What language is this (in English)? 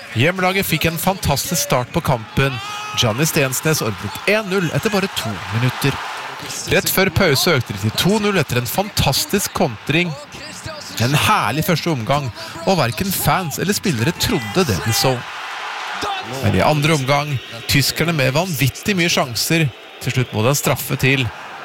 Norwegian